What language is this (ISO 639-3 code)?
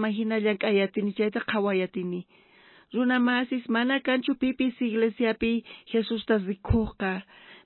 quh